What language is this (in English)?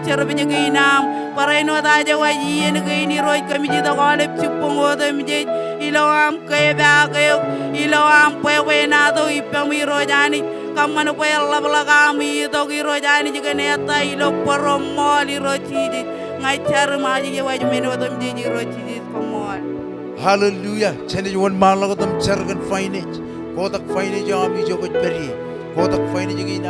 Marshallese